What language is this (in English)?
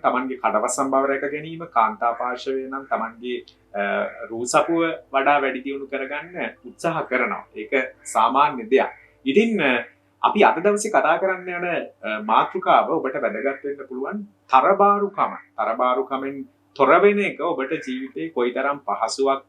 Sinhala